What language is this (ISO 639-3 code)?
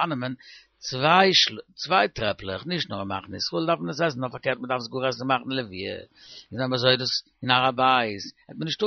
yid